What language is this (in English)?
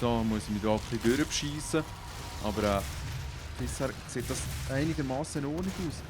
Swiss German